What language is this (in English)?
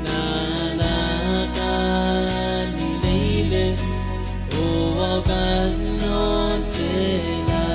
Pohnpeian